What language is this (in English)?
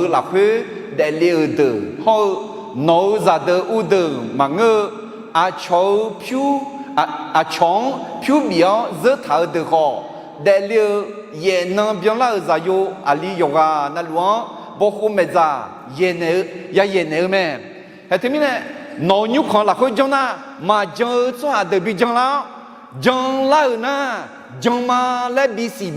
Akha